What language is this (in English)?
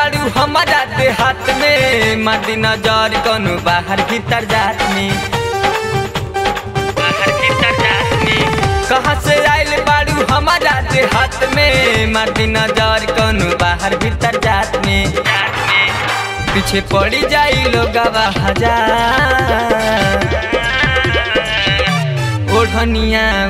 Bhojpuri